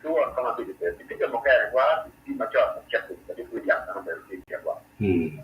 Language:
Acoli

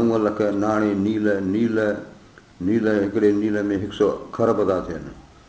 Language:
Sindhi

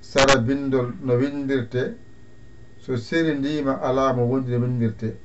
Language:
Fula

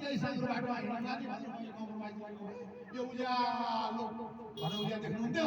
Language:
Nepali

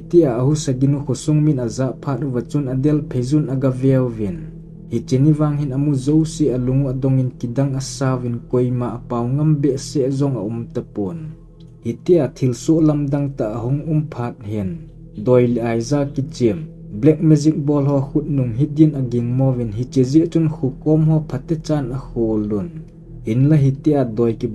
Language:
Thado Chin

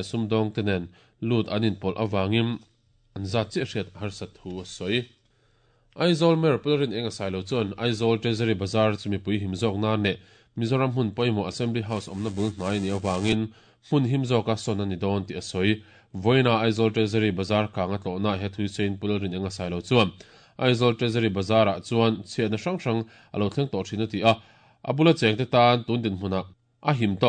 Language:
Mizo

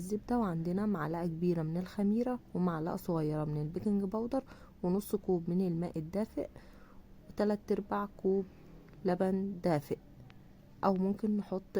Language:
Egyptian Arabic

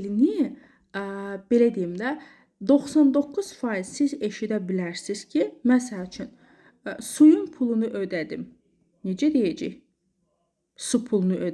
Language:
Azerbaijani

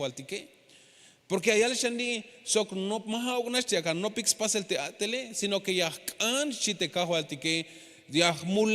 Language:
Tzeltal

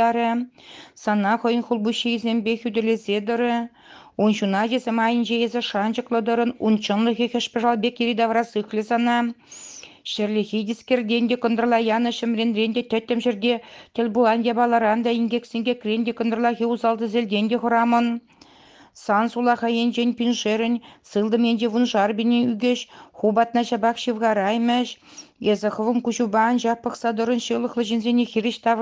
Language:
Chuvash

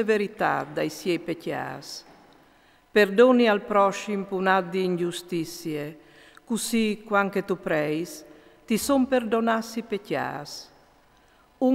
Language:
Friulian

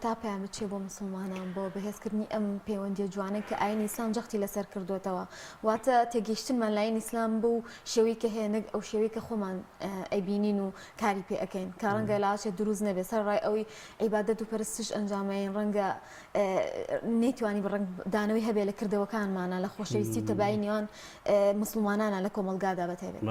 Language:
Central Kurdish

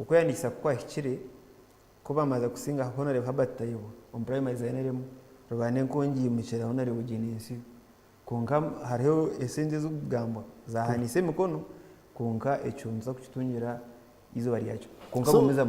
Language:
Nyankole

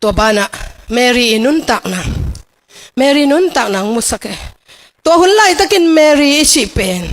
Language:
Tedim Chin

